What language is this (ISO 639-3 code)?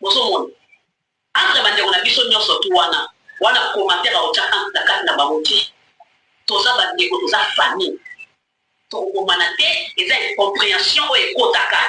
lin